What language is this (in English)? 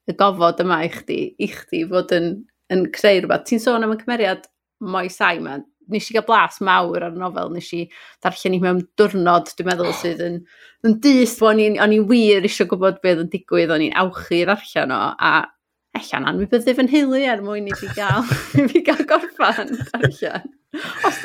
Welsh